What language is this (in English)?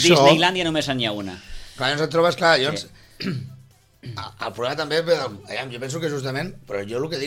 Catalan